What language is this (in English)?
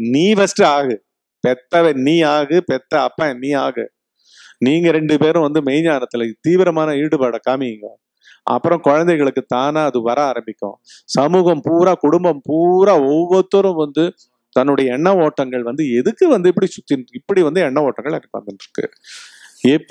Tamil